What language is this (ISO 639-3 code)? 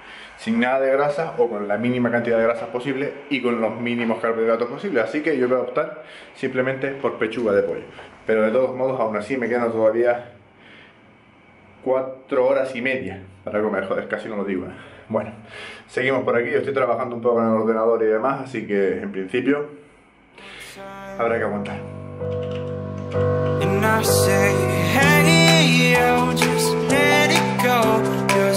spa